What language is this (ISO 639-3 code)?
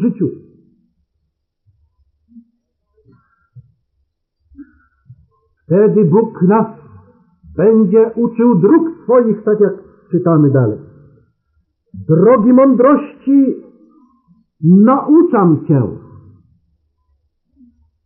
pol